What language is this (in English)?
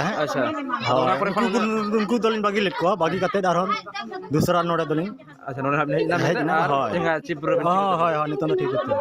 Santali